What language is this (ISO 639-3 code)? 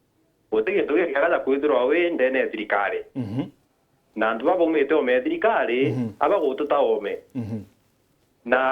mer